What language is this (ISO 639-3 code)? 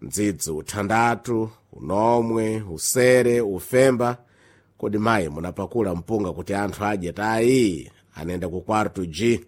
seh